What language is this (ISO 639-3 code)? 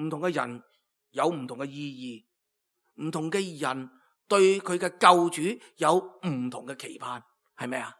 yue